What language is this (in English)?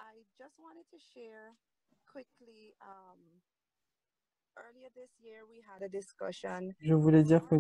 French